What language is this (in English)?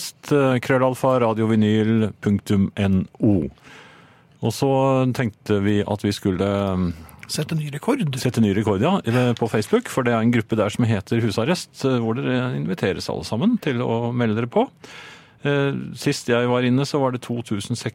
Norwegian